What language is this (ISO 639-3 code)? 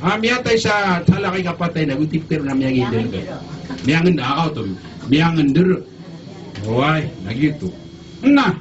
mrw